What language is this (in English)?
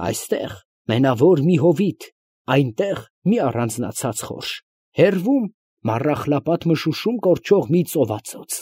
Armenian